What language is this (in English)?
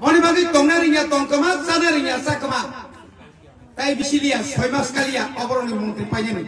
Kok Borok